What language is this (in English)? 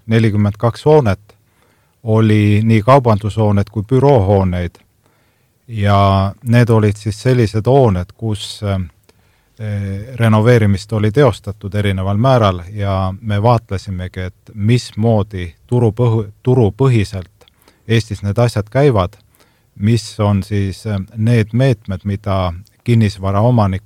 Estonian